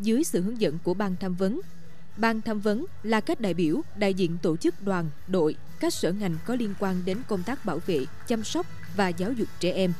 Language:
Vietnamese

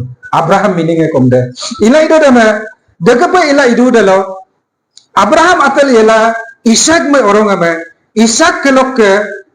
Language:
Adi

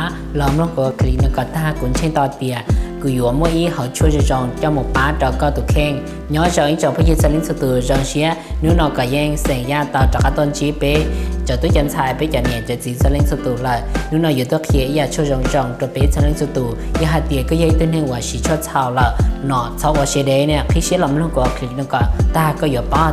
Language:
Hmong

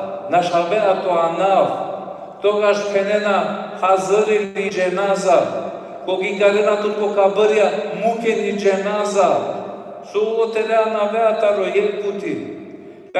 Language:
Balkan Romani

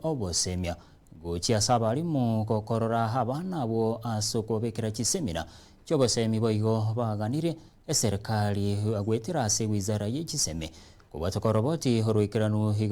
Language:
Gusii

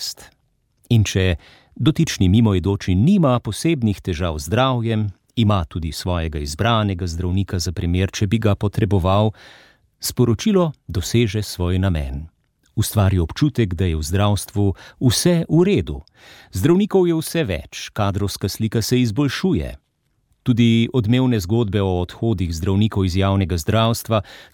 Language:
Slovenian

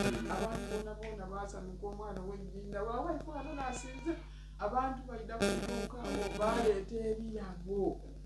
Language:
Soga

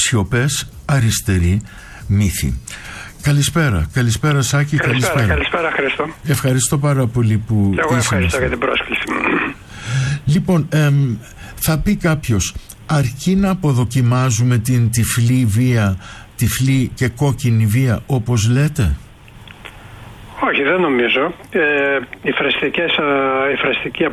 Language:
Greek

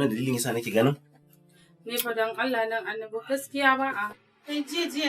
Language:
Hausa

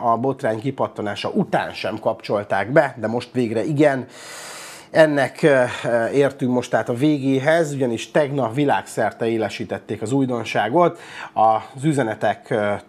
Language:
Hungarian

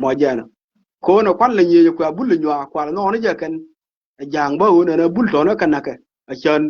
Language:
Nuer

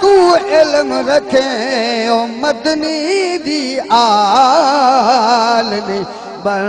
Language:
Saraiki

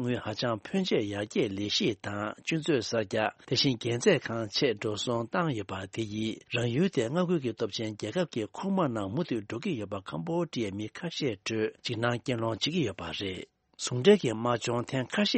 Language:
Tibetan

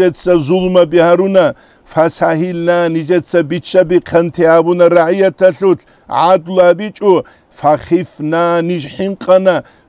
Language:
Avaric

